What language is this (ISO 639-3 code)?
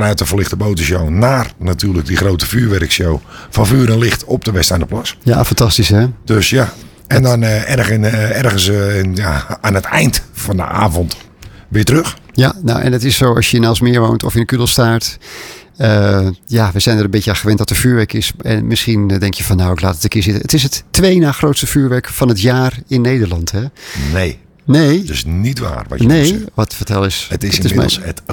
nld